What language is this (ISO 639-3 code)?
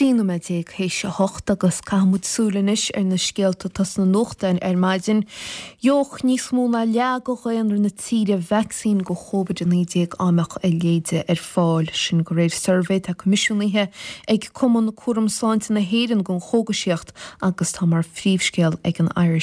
gle